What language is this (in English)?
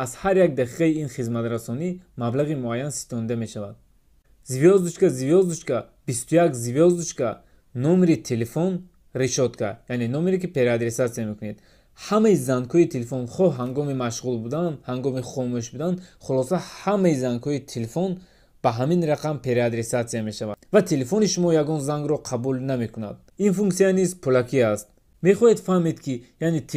Tajik